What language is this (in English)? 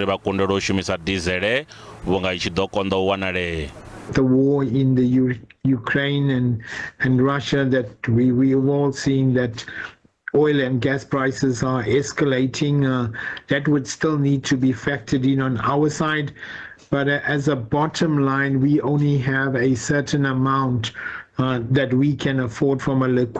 Venda